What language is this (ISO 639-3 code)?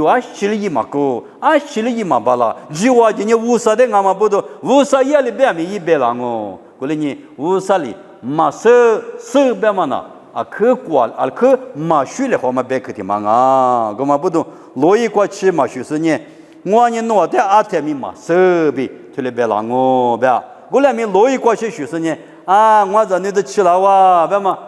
lis